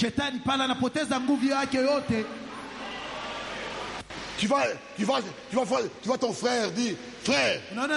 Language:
Swahili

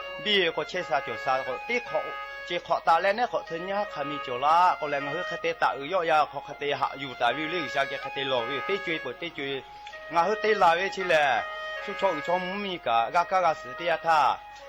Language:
Lahu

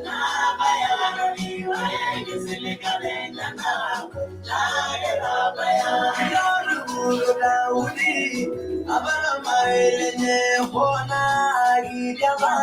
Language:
Masai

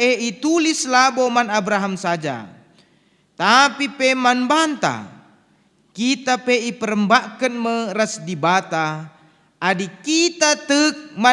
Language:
Batak Karo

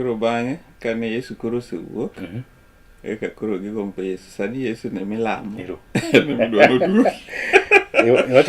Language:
Luo (Kenya and Tanzania)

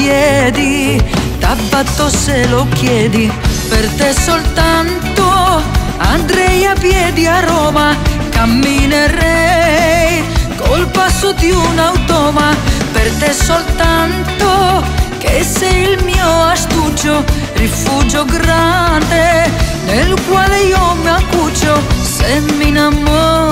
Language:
Italian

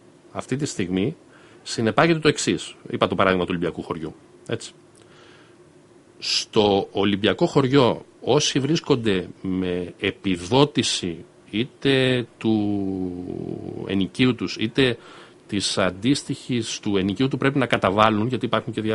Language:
Greek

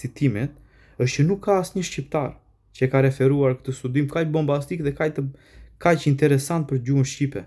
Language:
Albanian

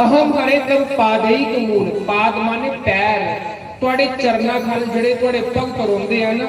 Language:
Dogri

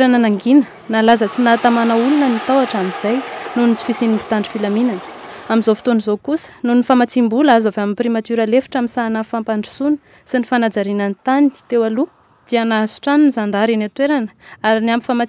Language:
Malagasy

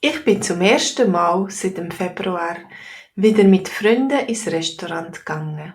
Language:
Swiss German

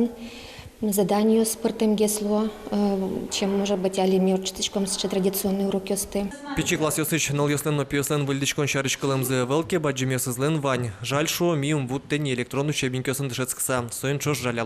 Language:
Udmurt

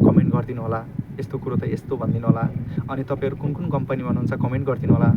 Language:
Nepali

